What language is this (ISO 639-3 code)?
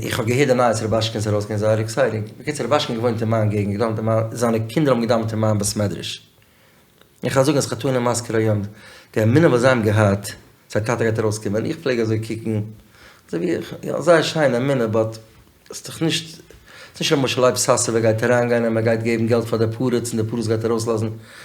yid